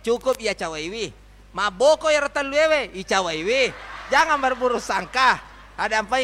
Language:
Buginese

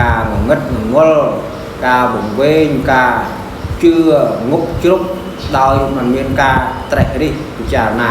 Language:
Khmer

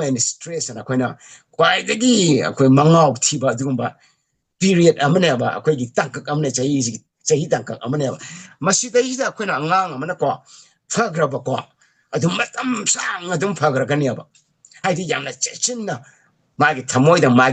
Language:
Manipuri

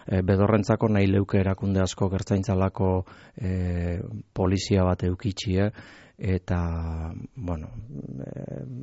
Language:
Basque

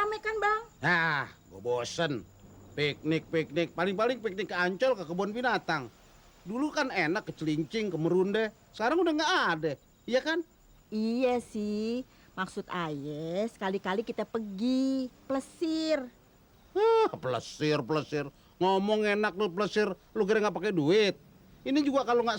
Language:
Betawi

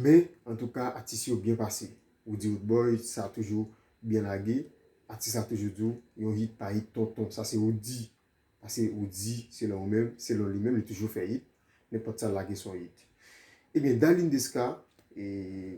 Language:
Haitian Creole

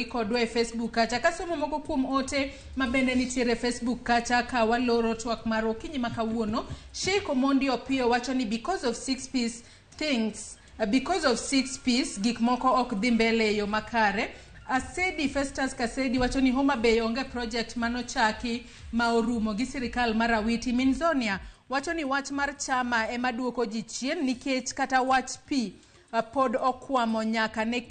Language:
Luo (Kenya and Tanzania)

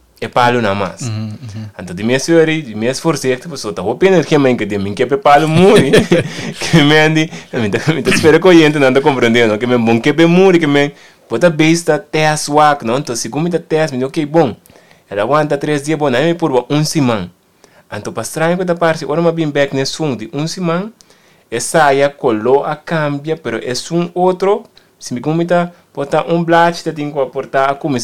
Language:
Papiamento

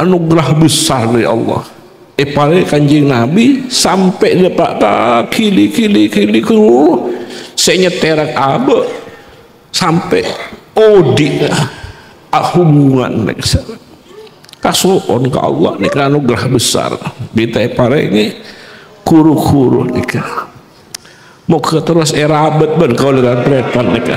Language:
Madurese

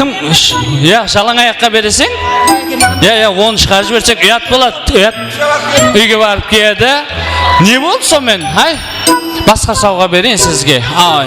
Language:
Kara-Kalpak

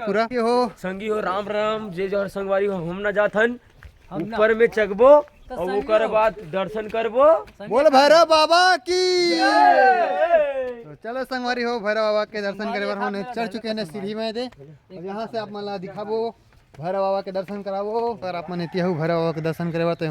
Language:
Chhattisgarhi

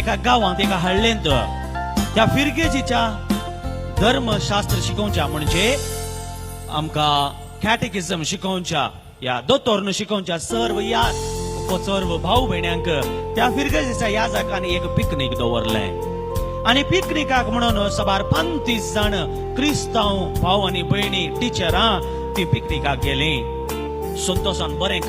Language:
Konkani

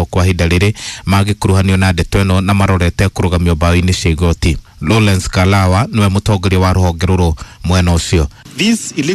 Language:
Kikuyu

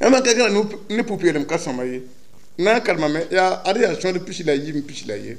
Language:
Mossi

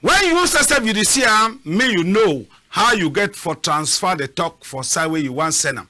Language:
Cameroon Pidgin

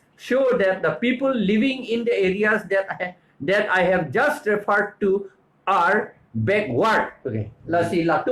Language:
Karbi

